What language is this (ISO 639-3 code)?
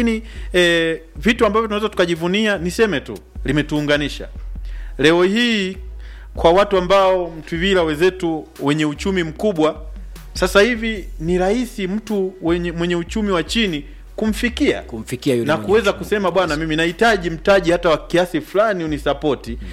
swa